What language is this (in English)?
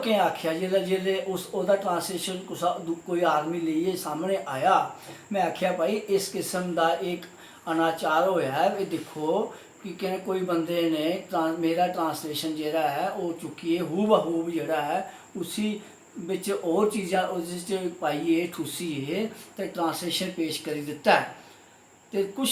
Dogri